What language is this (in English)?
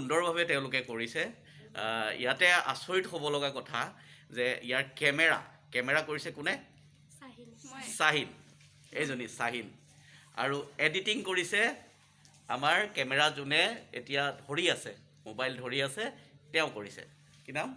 Assamese